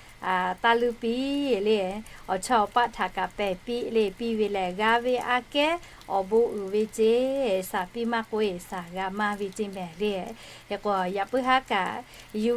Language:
Lahu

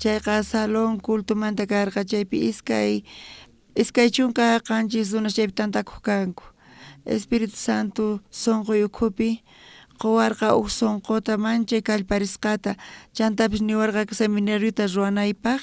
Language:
South Bolivian Quechua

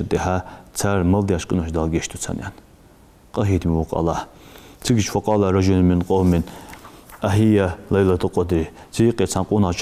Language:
Ingush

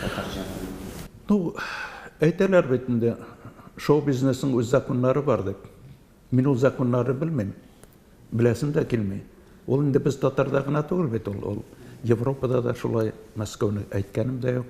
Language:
Tatar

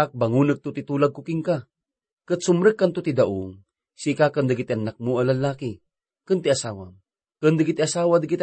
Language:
Iloko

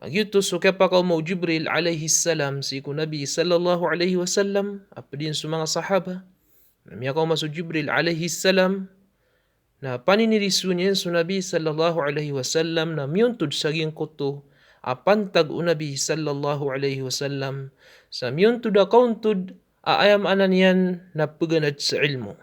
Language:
Maranao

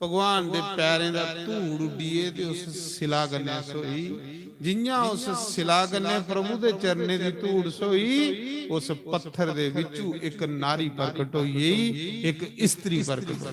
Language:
Dogri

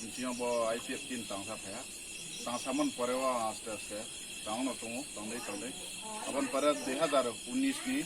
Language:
Riang (India)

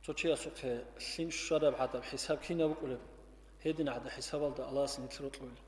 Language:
Avaric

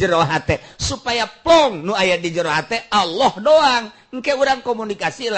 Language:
Sundanese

